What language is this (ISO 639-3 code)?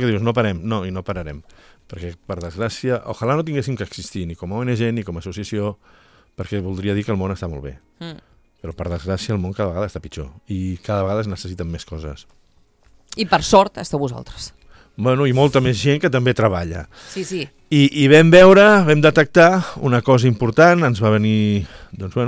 cat